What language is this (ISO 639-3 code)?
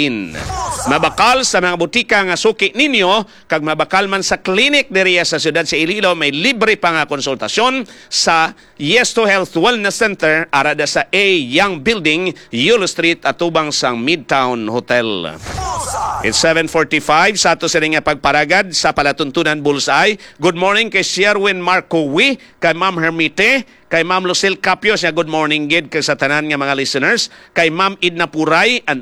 hil